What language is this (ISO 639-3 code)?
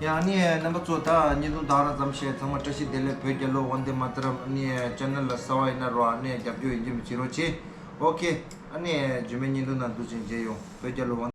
bod